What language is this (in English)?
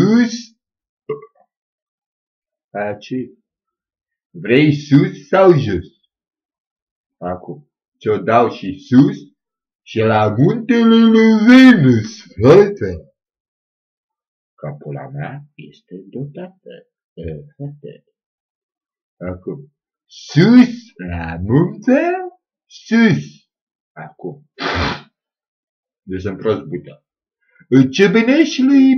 Romanian